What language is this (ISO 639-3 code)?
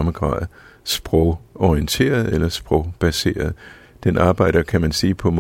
dan